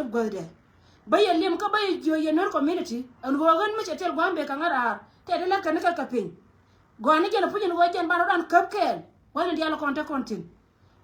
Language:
Nuer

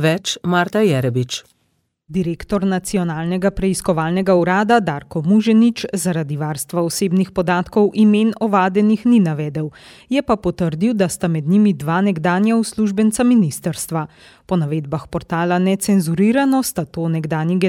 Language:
Slovenian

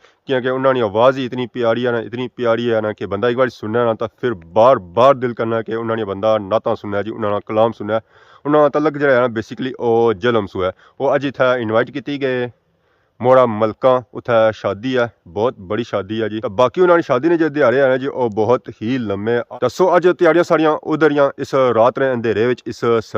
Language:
Pahari-Potwari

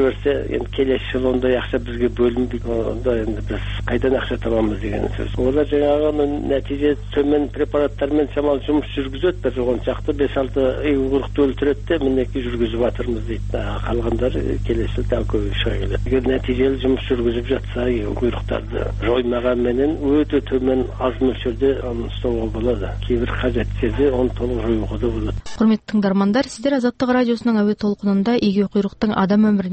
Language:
Kazakh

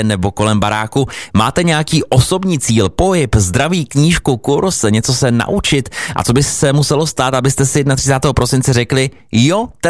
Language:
Czech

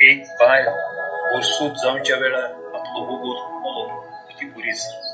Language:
Konkani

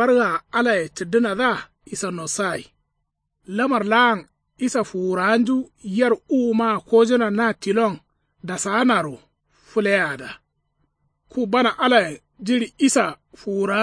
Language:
Kanuri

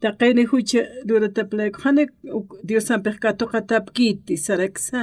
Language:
Aymara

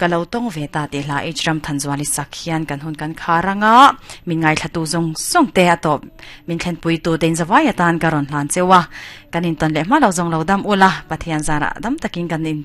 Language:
Mizo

